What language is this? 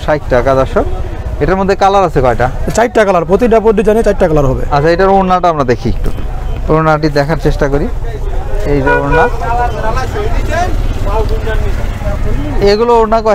Bangla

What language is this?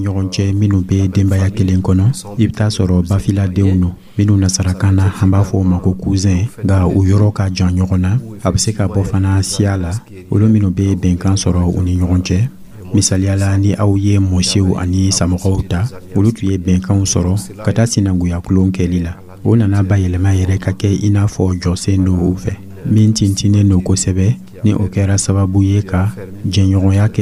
Dyula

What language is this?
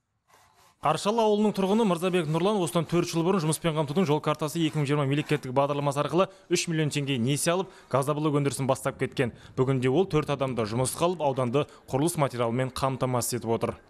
Kazakh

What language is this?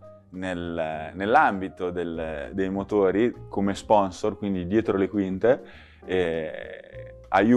Italian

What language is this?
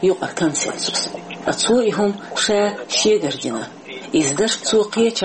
Chechen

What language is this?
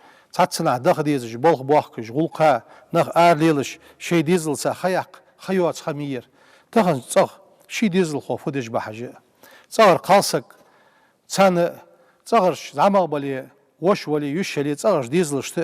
Ingush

